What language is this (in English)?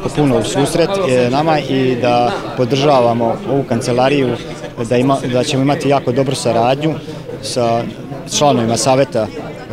Serbian